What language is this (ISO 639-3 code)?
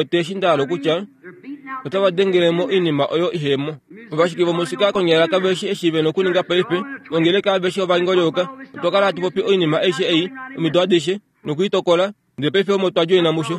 kua